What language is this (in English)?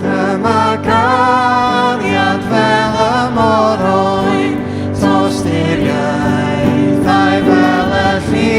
Welsh